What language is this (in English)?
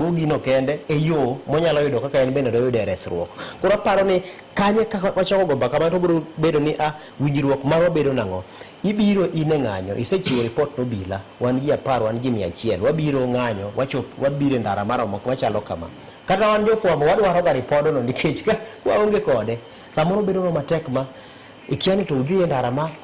Luo (Kenya and Tanzania)